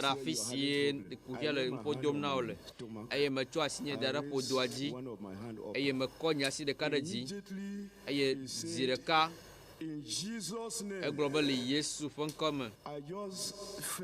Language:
Ewe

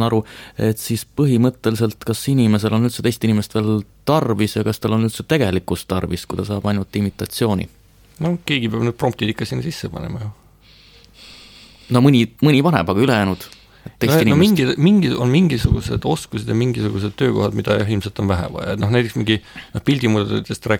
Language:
Estonian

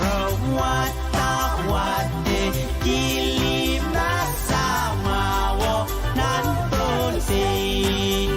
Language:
Pohnpeian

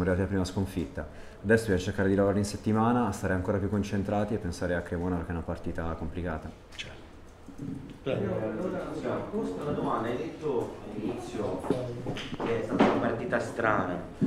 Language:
Italian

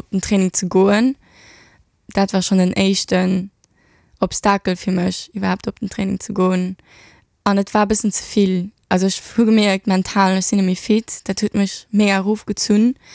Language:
Luxembourgish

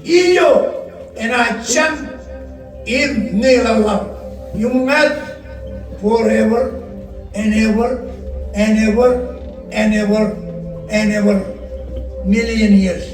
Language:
Marshallese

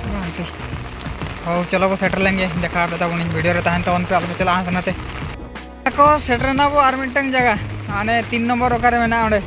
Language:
Santali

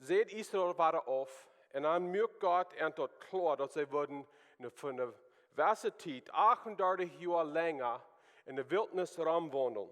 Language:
Plautdietsch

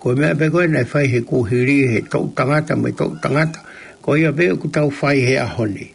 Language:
Tongan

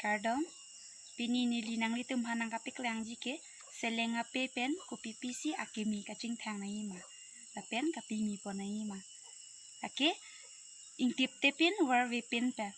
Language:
Karbi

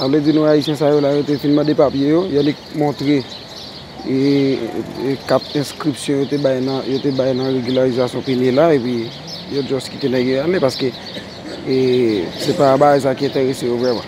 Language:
Haitian Creole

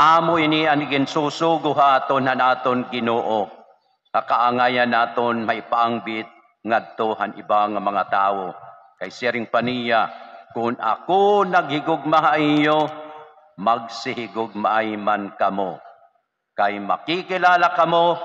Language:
Waray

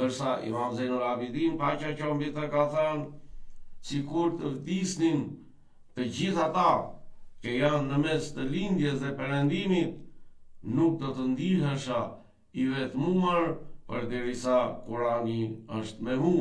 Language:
Albanian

